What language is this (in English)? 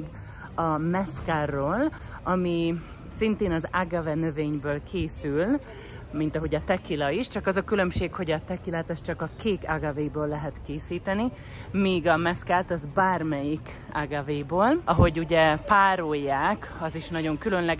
Hungarian